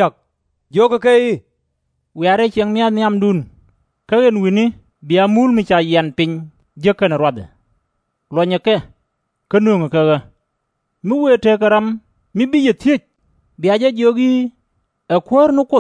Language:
Nuer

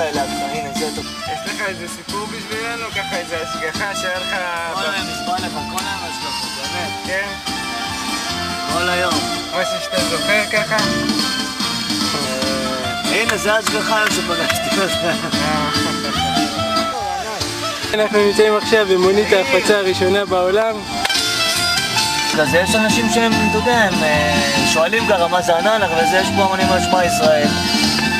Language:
Hebrew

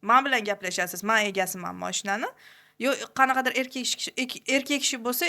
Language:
Uzbek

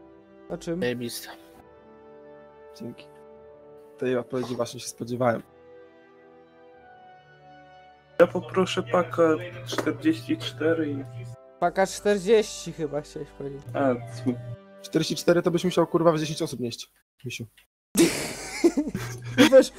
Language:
Polish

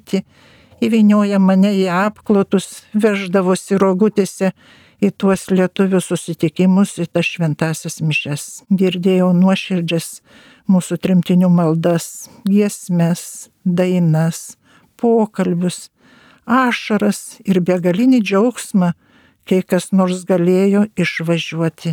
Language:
Lithuanian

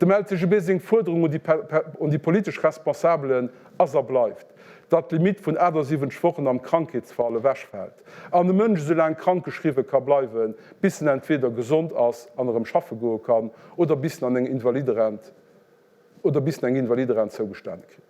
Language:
Luxembourgish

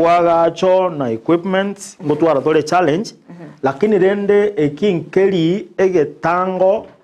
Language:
Gusii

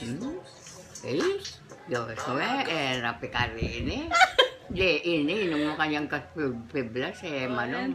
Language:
Pampanga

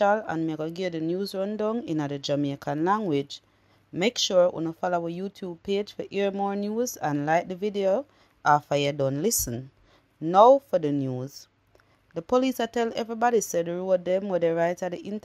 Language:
Jamaican Creole English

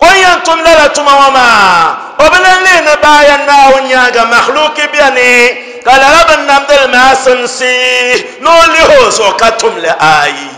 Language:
Dagbani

